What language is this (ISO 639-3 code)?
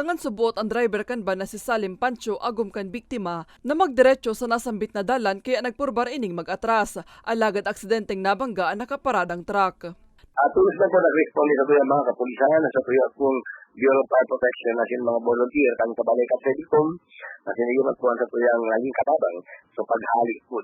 bik